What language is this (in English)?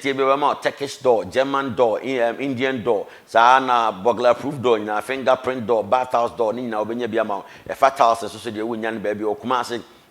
Akan